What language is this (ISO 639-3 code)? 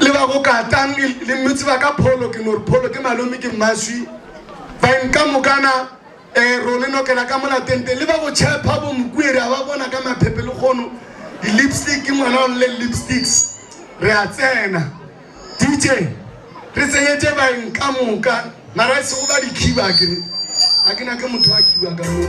nso